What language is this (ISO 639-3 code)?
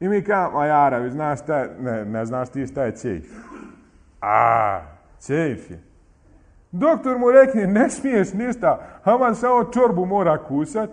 bos